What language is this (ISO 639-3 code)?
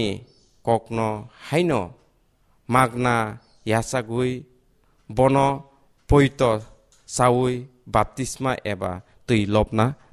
trp